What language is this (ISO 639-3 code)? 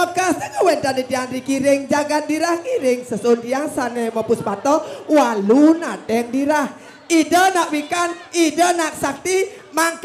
ban